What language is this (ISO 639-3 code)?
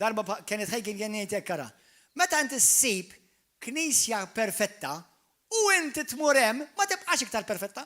mlt